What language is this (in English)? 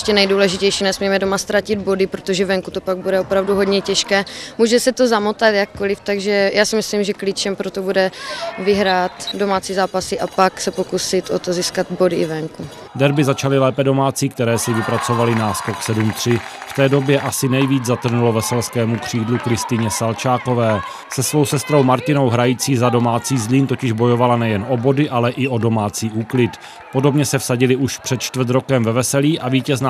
Czech